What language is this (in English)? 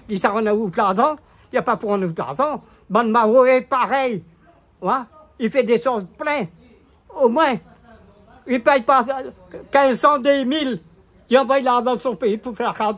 Réunion Creole French